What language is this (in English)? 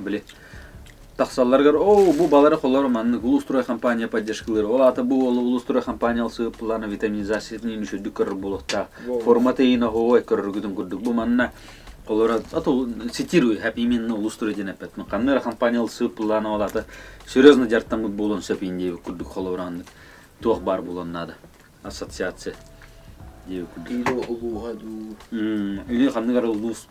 Yakut